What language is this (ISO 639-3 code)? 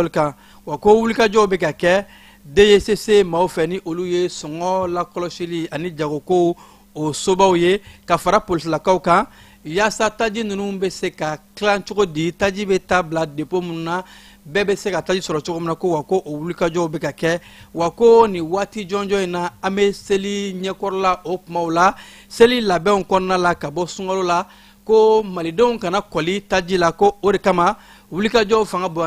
bam